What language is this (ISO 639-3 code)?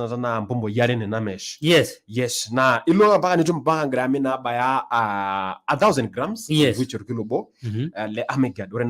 mas